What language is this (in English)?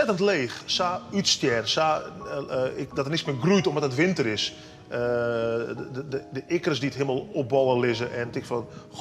Western Frisian